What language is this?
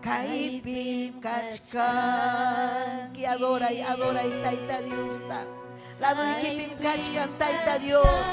Ayacucho Quechua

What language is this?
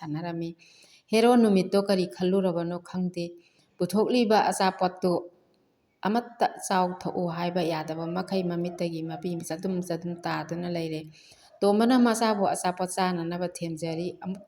Manipuri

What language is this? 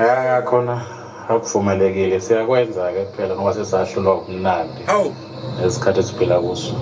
Zulu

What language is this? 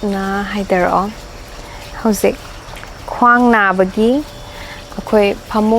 Manipuri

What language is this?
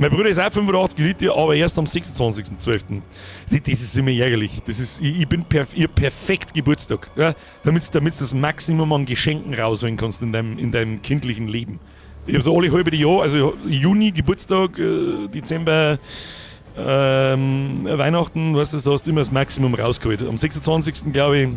Bavarian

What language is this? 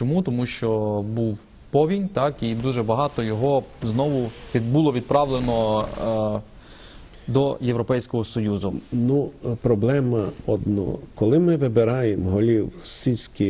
Ukrainian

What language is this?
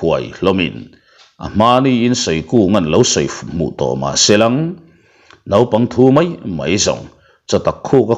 Mizo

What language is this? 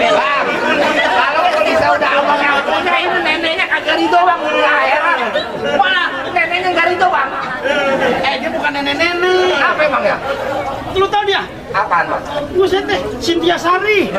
Betawi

